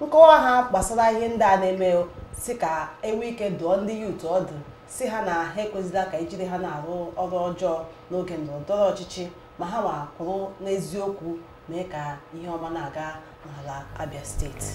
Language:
Igbo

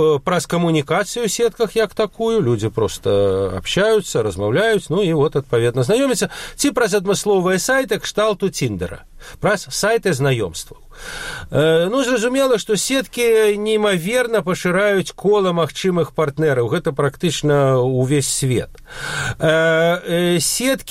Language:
Belarusian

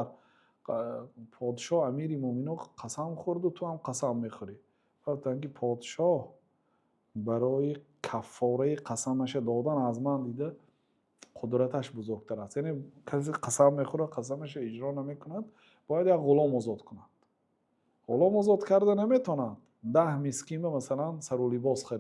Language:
Tajik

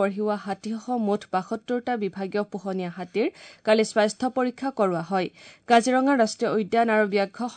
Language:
Assamese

